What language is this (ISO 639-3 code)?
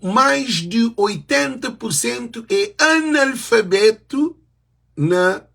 kea